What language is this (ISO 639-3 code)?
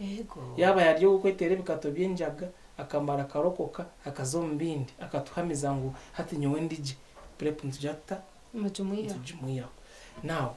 nyn